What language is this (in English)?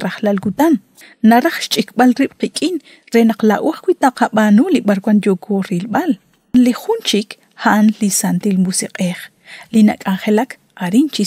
Kekchí